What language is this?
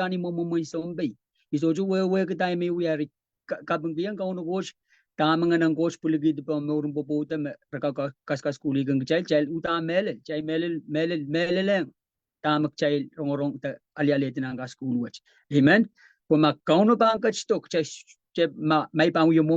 Pohnpeian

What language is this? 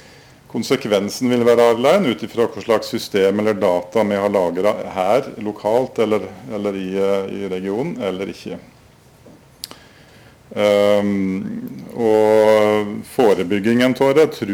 Norwegian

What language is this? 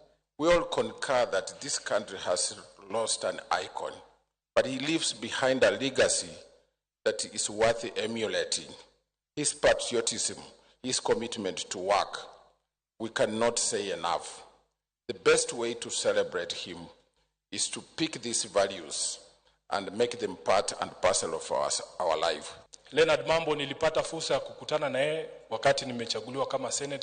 Luo (Kenya and Tanzania)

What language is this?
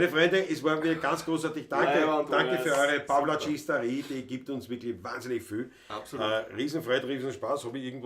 Bavarian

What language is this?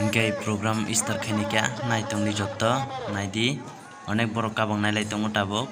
Kok Borok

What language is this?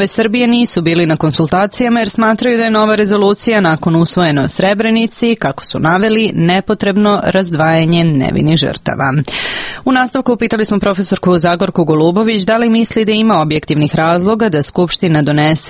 Serbian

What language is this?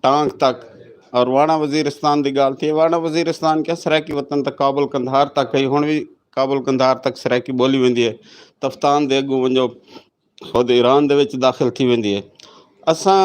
Saraiki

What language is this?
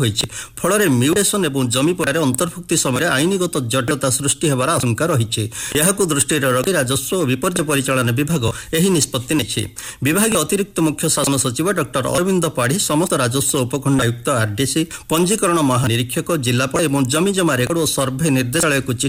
Odia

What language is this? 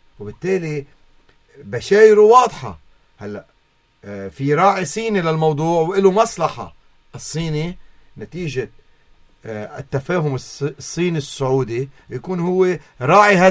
North Levantine Arabic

